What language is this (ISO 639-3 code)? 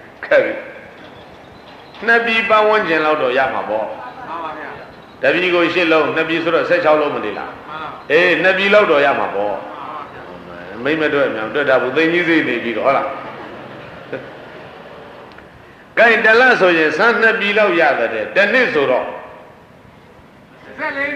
mya